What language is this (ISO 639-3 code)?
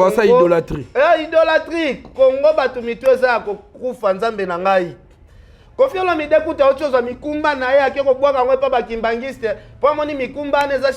lin